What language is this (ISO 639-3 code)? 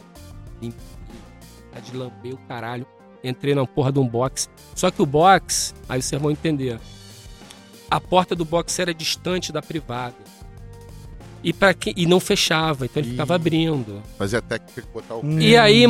por